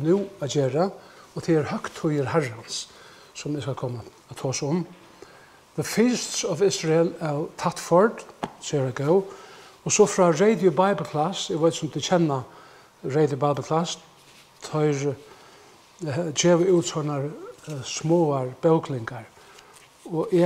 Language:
Faroese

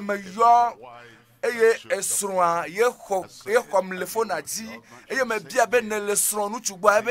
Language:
Ewe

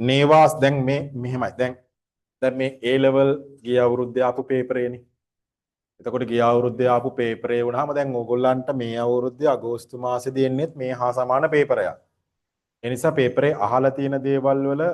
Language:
Sinhala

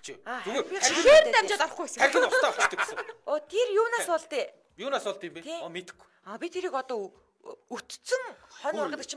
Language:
Mongolian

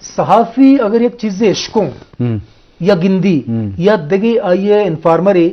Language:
Eastern Balochi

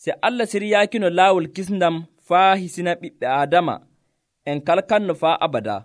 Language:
Nigerian Fulfulde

